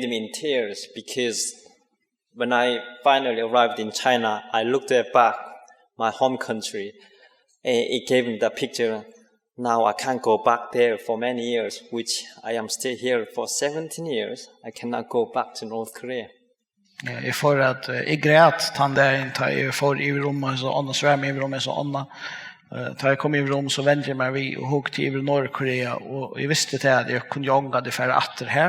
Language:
Faroese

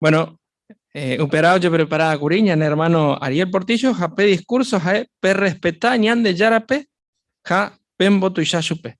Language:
Guarani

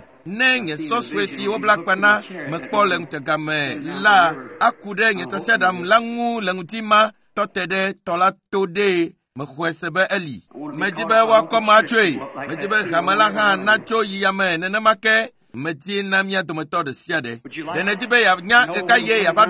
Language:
Ewe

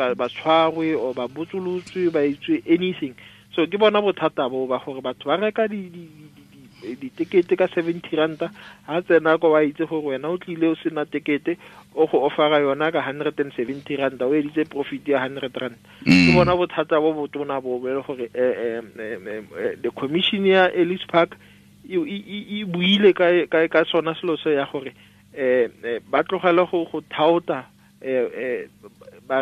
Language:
Tswana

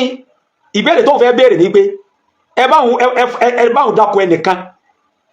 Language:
Yoruba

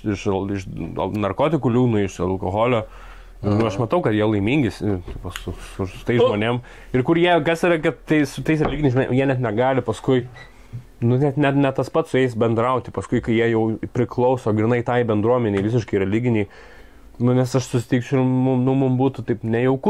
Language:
Lithuanian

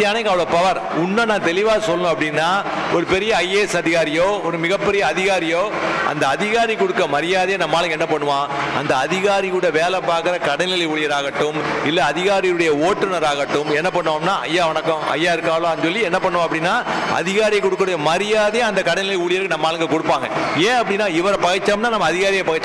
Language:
Tamil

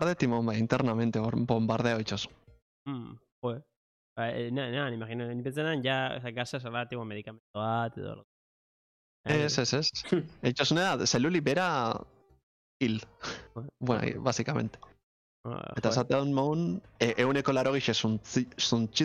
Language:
Basque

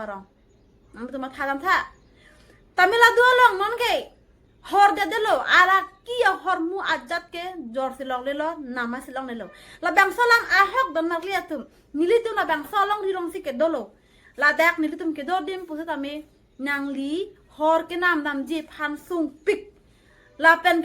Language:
Karbi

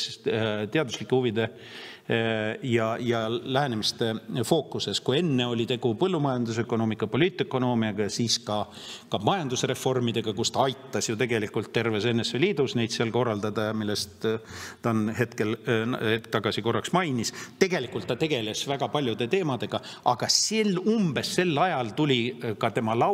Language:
Estonian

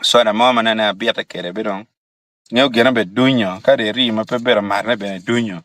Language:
Acoli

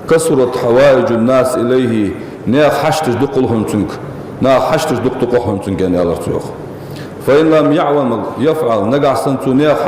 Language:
Ingush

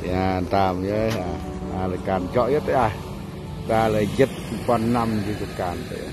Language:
Central Mnong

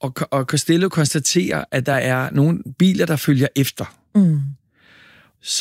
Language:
Danish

